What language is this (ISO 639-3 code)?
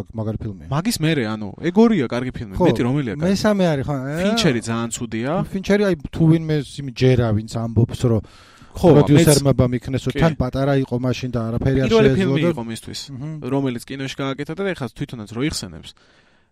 kat